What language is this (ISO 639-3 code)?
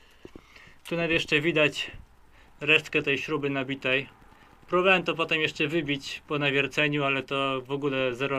pol